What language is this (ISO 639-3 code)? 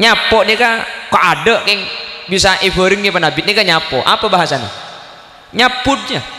mad